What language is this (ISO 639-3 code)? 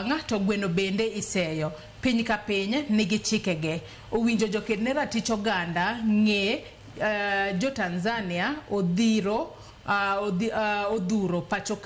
luo